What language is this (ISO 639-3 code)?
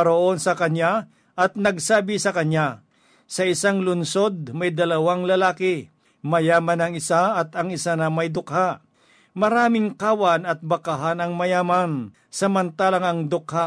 fil